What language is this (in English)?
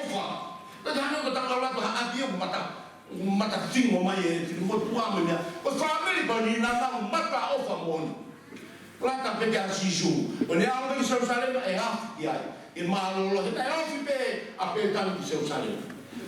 Tongan